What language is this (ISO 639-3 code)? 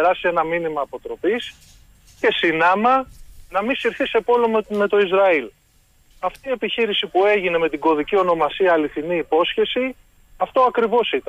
ell